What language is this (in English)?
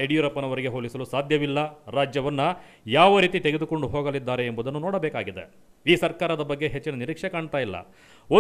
Kannada